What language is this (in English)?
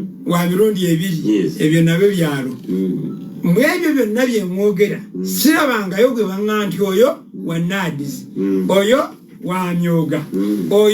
Ganda